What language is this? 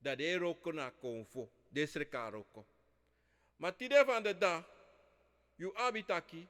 Sranan Tongo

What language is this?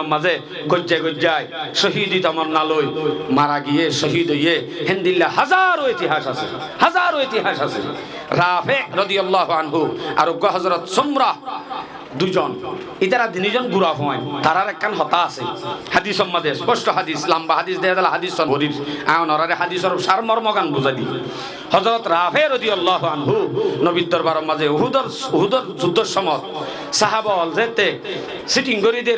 Rohingya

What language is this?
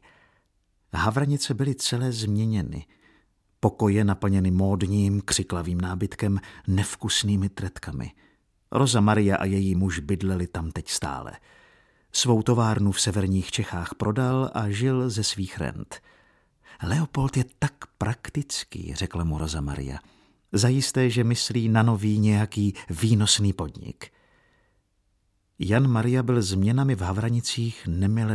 Czech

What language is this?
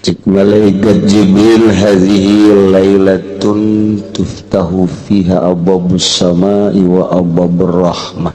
Sundanese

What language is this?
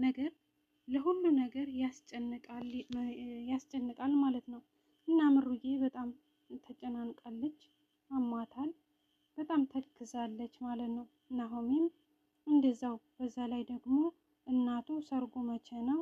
Amharic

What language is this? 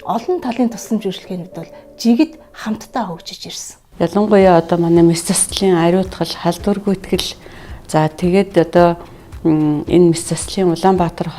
Mongolian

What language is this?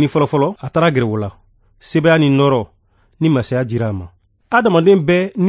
Bambara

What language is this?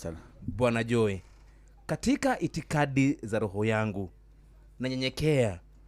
Kikuyu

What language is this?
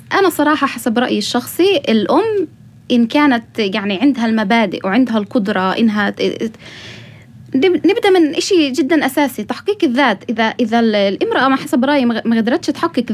North Levantine Arabic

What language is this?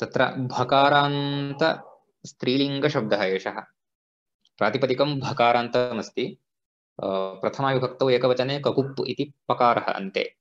Sanskrit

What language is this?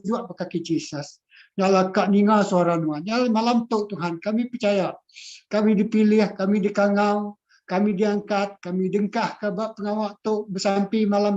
Iban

